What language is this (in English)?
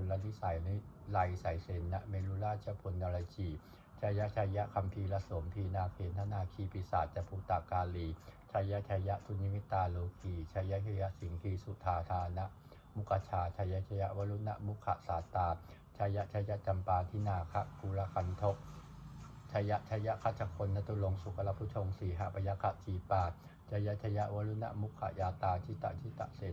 Pali